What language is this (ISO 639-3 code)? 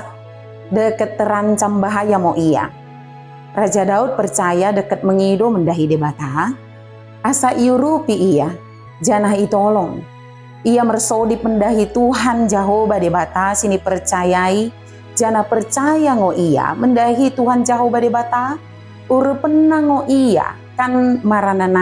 btd